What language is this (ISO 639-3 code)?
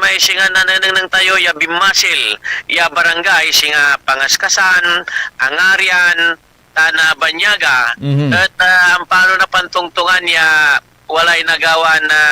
pag